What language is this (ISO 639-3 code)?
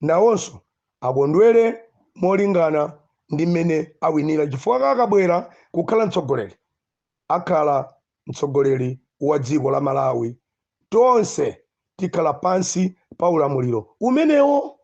nya